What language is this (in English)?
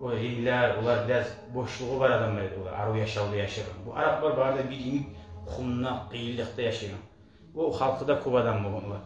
Kumyk